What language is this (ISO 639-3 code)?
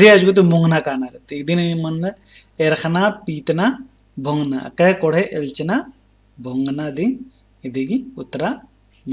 kru